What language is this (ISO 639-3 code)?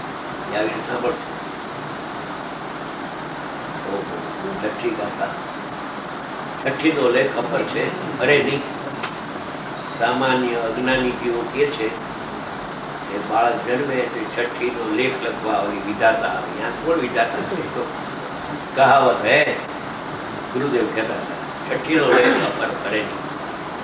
guj